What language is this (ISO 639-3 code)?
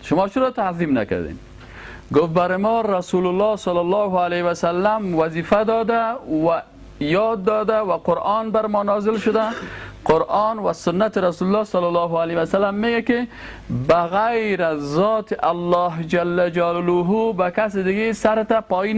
fas